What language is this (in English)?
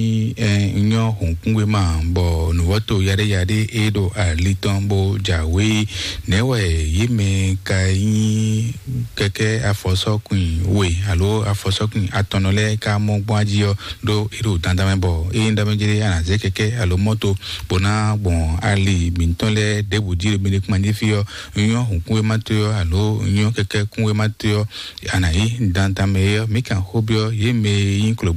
Fon